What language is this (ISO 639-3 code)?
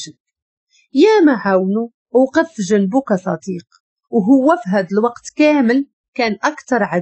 ary